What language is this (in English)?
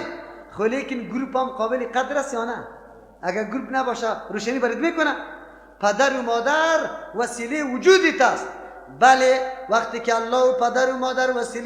Persian